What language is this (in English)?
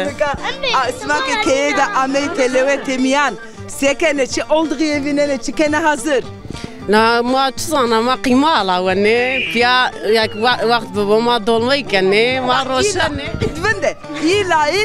Zaza